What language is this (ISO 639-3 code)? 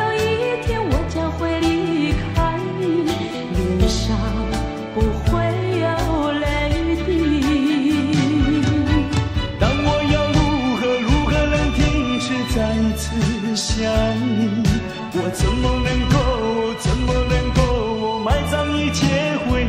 zho